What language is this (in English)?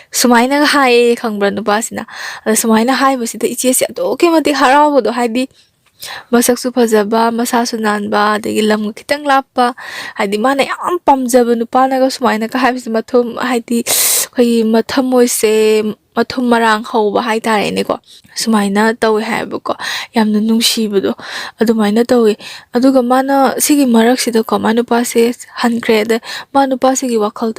Manipuri